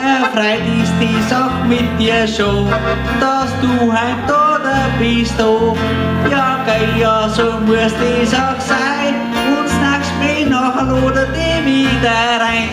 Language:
Bavarian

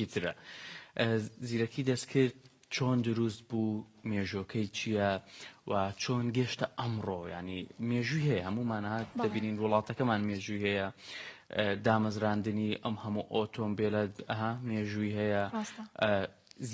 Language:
Central Kurdish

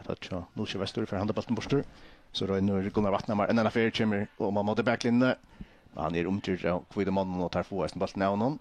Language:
Faroese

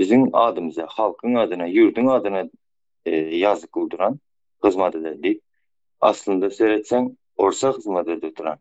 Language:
Turkmen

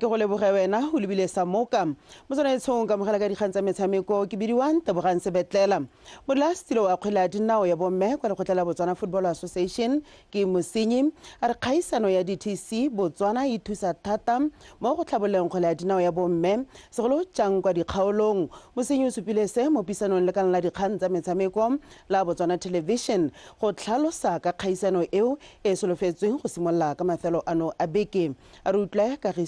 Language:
Tswana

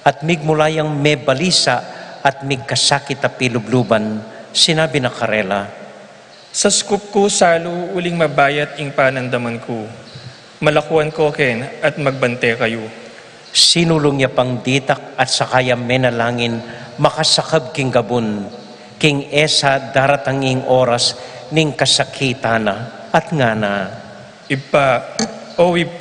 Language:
Pampanga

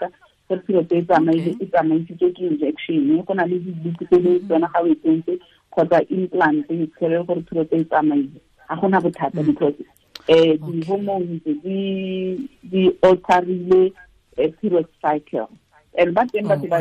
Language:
Tswana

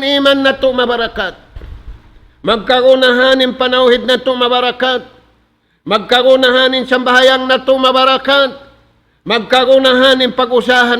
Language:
Tausug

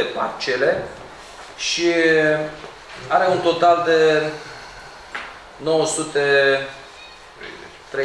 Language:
Romanian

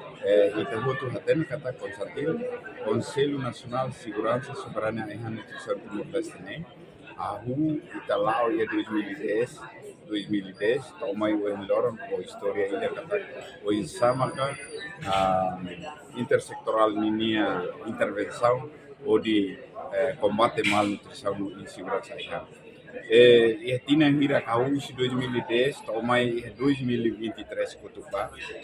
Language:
Tetum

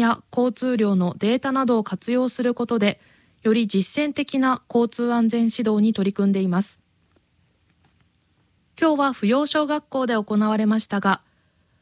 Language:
Japanese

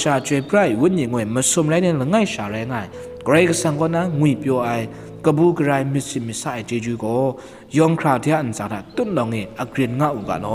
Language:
Kachin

